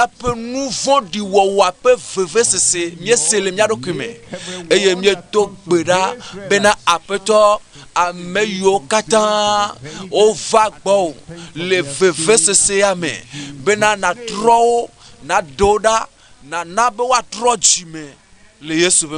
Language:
Ewe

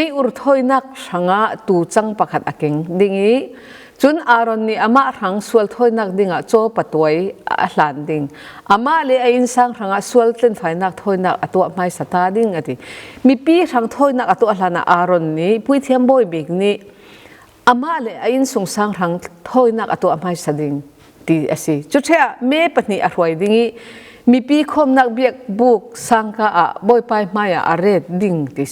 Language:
Falam Chin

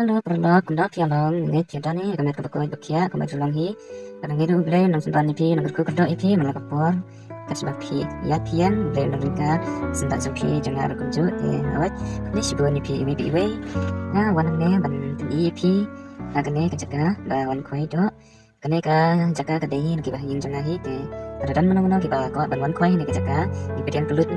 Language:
Khasi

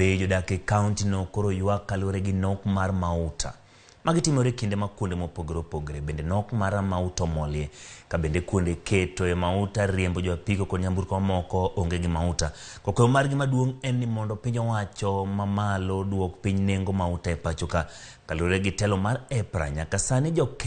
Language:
Luo (Kenya and Tanzania)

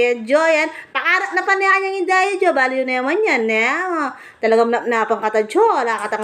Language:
Pampanga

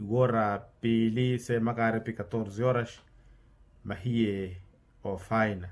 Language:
Makhuwa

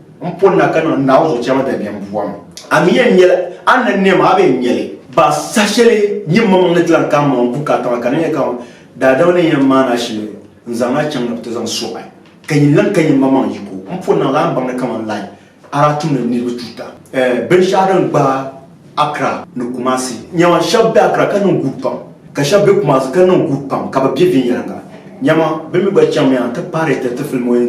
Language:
Dagbani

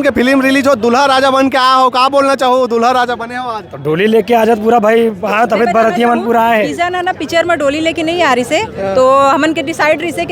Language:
Chhattisgarhi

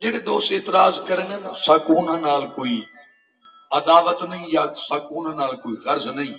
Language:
Saraiki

